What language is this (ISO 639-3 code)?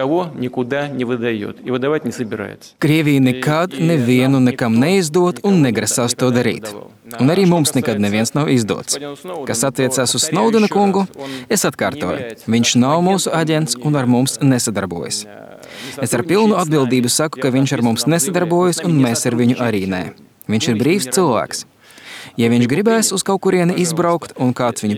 lav